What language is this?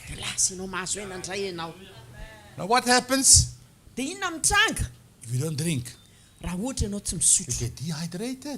Malagasy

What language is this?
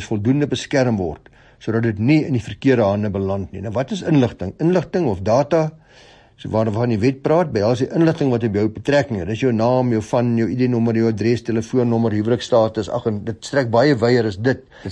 Afrikaans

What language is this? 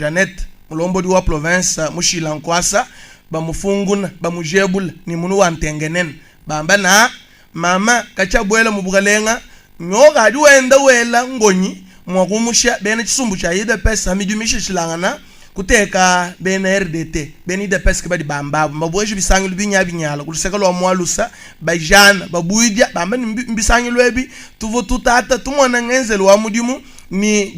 Luba-Lulua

